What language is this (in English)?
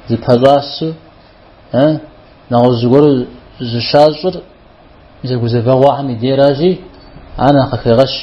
Kabardian